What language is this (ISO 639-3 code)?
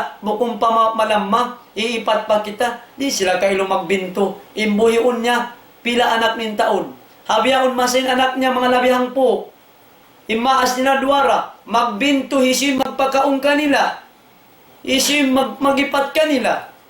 tsg